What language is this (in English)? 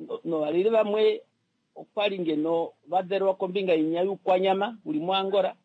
Kuanyama